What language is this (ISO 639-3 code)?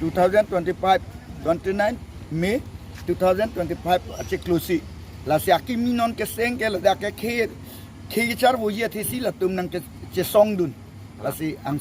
mjw